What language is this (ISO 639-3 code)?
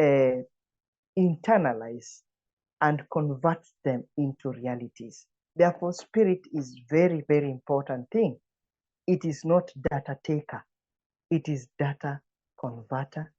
eng